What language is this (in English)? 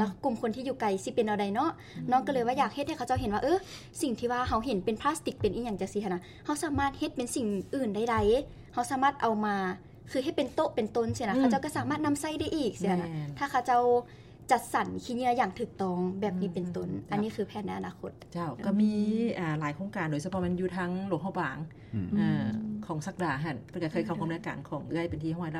Lao